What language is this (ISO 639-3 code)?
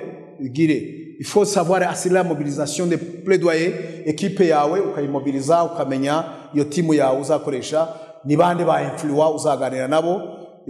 kin